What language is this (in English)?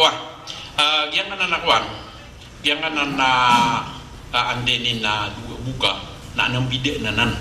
Maranao